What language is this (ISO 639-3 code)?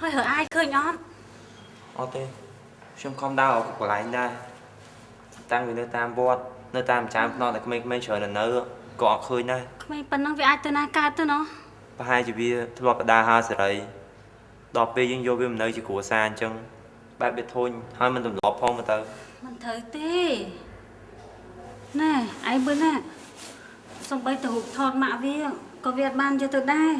khm